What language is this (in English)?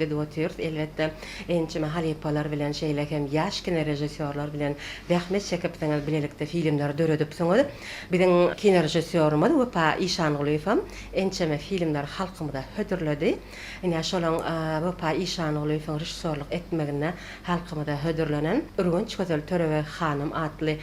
Turkmen